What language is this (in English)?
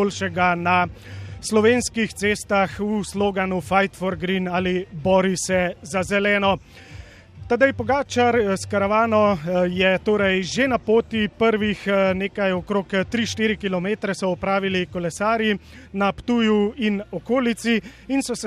Slovenian